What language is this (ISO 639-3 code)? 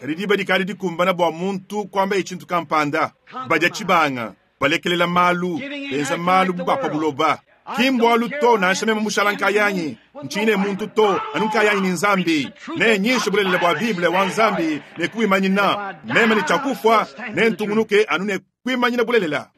lua